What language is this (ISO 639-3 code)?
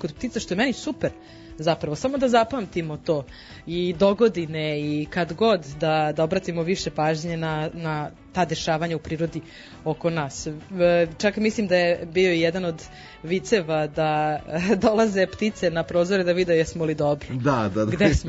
srp